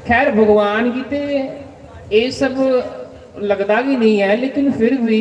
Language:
Dogri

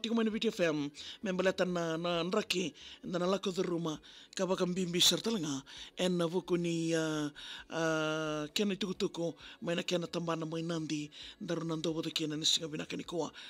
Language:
Fijian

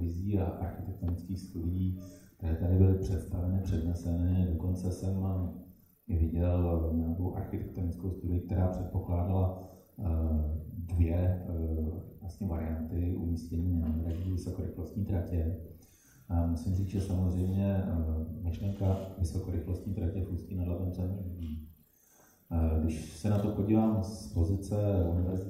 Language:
Czech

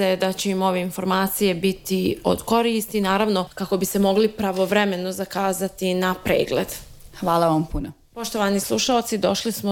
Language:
Bosnian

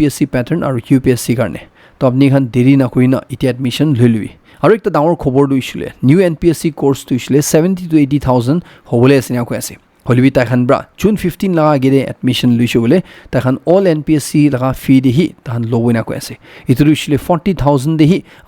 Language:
Naga Pidgin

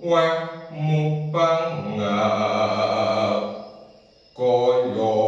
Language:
Javanese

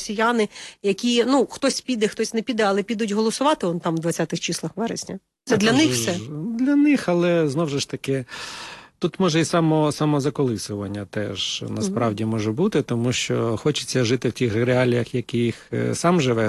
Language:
Ukrainian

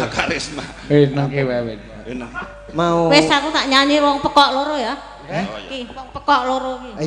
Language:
Javanese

